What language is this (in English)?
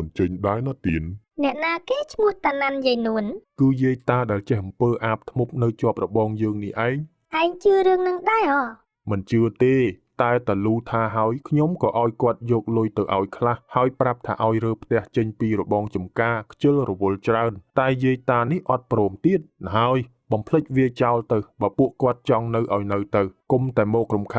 Khmer